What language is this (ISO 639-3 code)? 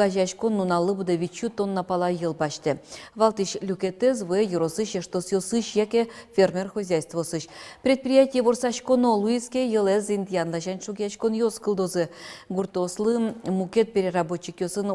udm